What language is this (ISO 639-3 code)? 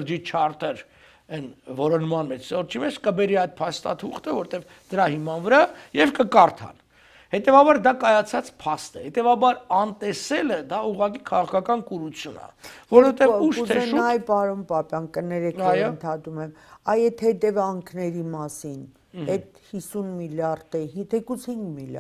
hye